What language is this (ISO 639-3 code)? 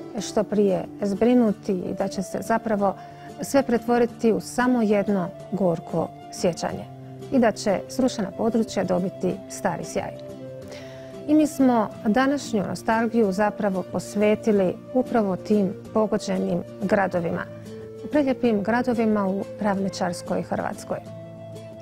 hrv